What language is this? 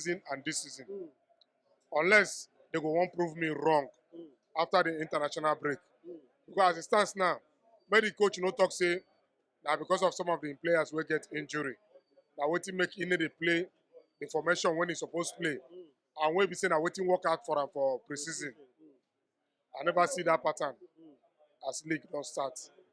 Nigerian Pidgin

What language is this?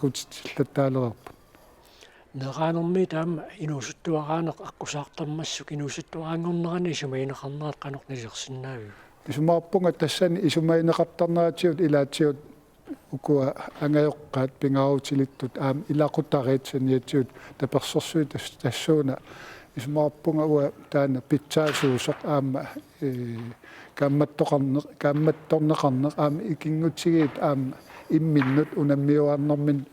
Kalaallisut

